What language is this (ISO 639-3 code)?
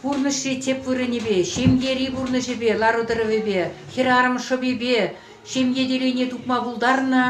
chv